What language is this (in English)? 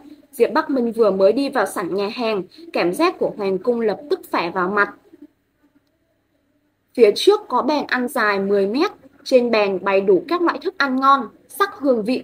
Vietnamese